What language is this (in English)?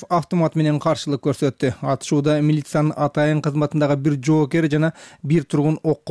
Kyrgyz